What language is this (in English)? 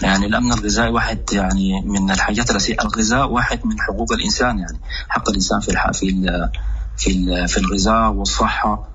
Sudanese Arabic